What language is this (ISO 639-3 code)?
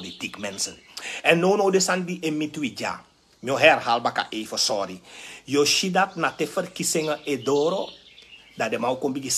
srn